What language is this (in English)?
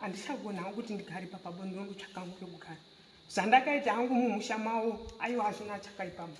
Shona